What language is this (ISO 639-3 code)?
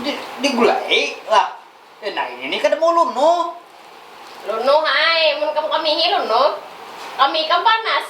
bjn